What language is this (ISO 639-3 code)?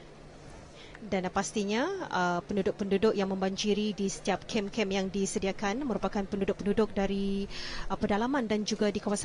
msa